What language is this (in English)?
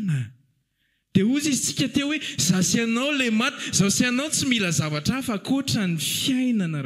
Malagasy